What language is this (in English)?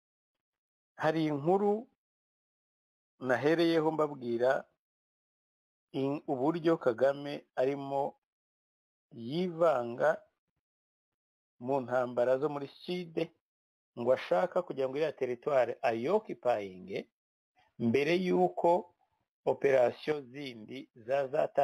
Kinyarwanda